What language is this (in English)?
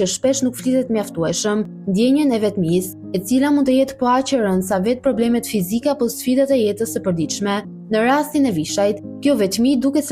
Albanian